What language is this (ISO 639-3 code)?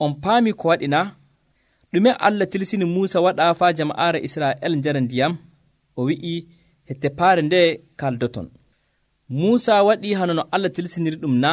fuv